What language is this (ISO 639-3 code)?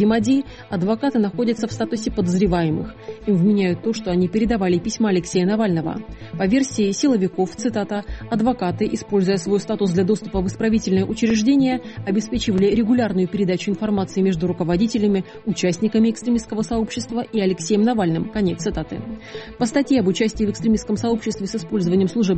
rus